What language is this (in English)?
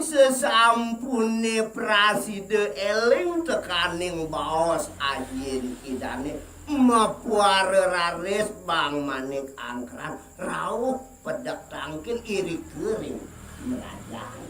Balinese